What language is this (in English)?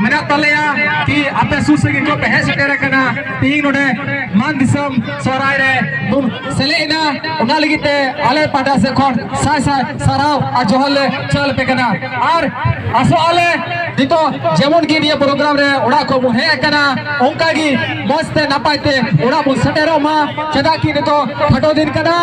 Santali